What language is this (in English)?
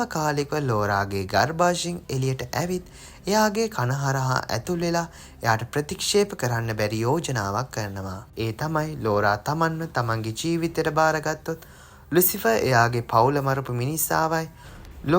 Sinhala